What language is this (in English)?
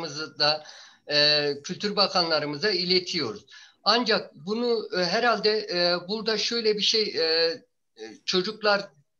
Turkish